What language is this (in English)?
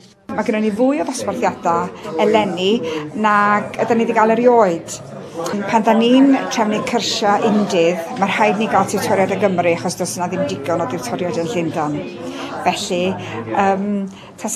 Welsh